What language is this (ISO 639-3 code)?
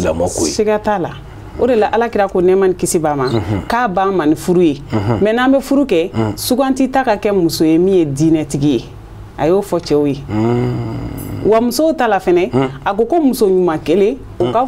bam